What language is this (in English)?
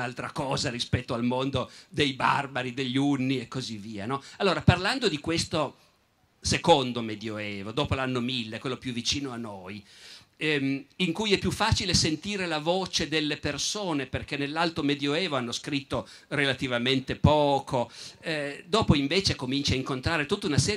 Italian